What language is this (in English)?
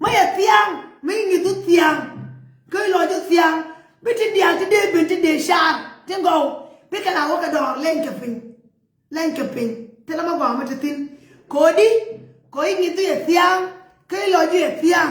Nuer